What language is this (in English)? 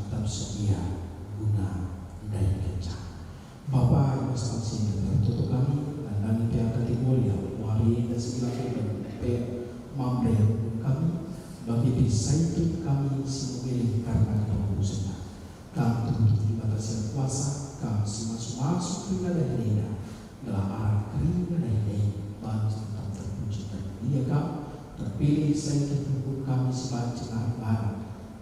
Batak Karo